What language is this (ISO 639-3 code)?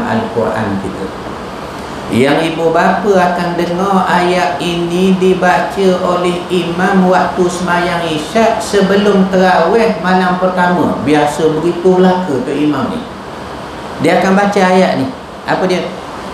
msa